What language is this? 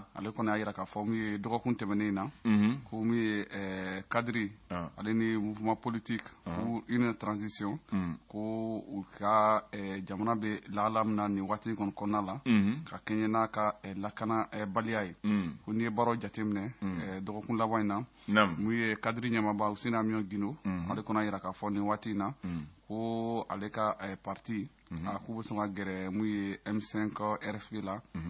Bambara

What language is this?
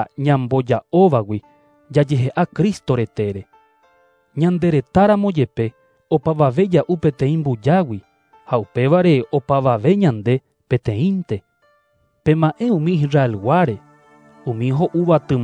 Guarani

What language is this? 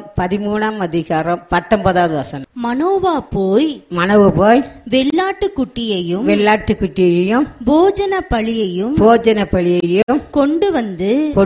Tamil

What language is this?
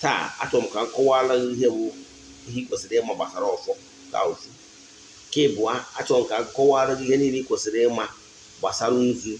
Igbo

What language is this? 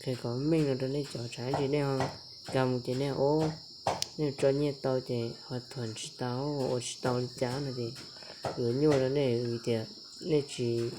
Hmong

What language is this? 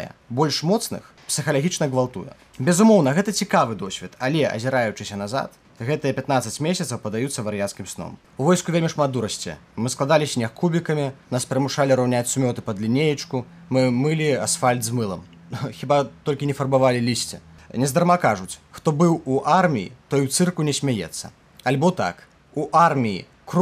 Belarusian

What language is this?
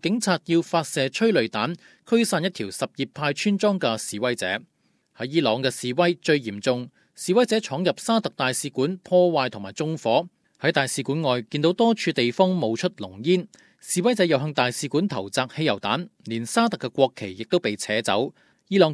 Cantonese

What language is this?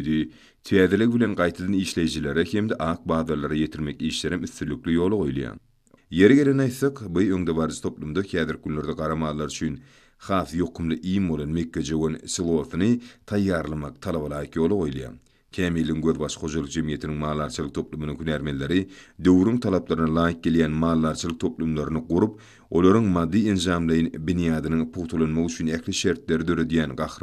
Turkmen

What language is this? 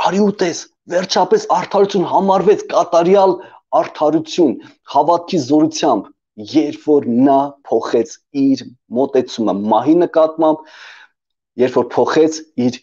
Armenian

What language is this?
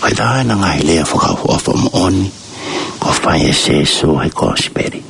Tongan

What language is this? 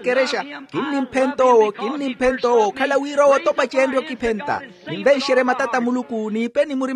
Makhuwa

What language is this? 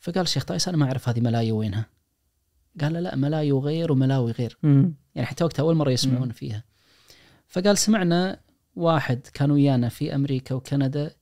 Najdi Arabic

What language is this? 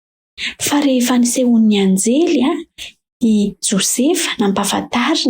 Malagasy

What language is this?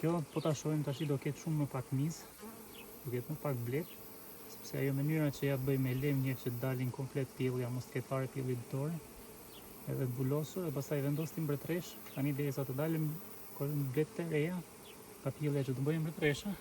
Albanian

